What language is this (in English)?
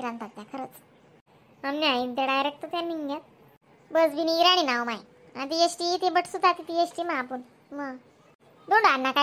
Khandesi